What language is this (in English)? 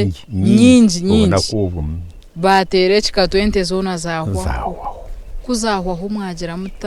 Nyankole